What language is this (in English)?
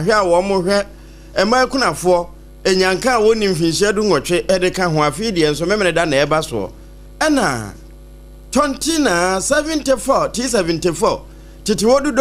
Akan